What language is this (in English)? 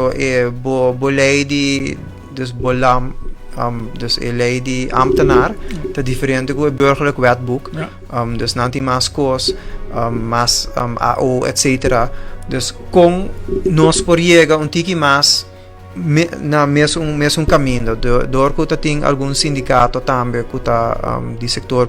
Papiamento